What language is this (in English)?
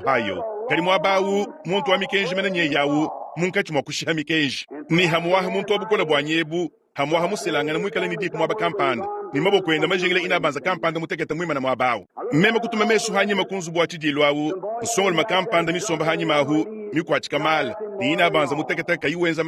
Luba-Lulua